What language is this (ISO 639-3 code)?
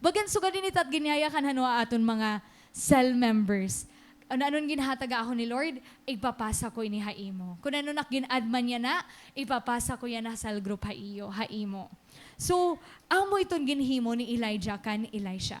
war